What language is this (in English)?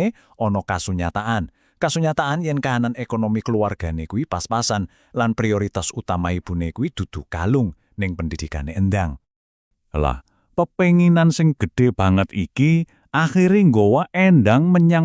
Javanese